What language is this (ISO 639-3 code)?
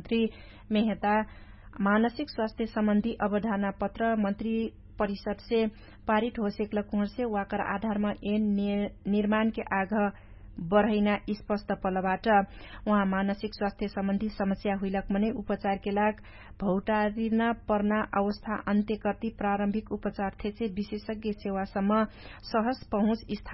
thl